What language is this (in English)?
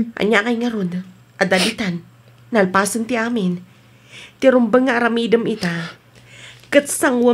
Iloko